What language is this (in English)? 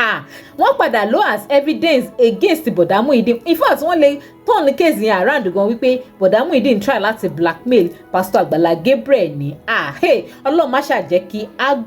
Yoruba